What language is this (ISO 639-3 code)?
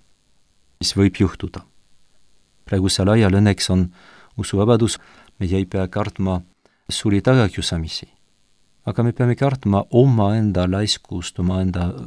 est